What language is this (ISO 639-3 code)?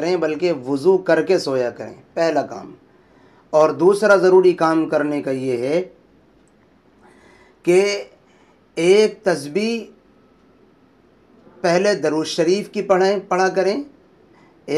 urd